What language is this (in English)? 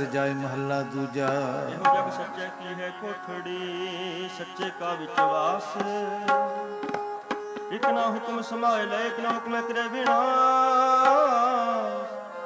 Punjabi